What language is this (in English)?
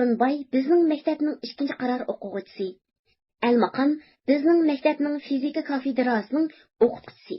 Uyghur